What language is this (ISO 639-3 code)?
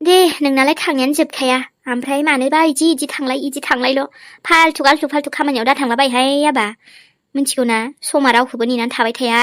brx